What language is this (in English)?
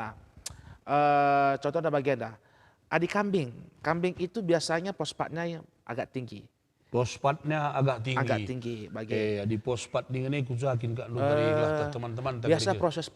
Batak Karo